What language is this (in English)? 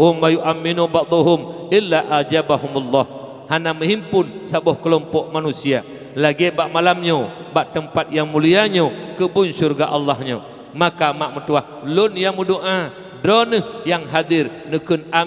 Achinese